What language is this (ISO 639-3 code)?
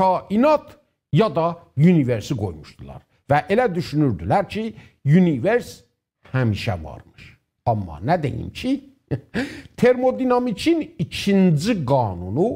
azb